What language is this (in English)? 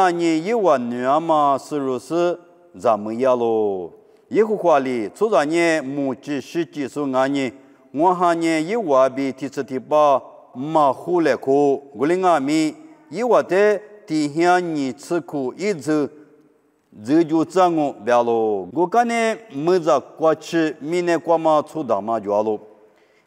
Lisu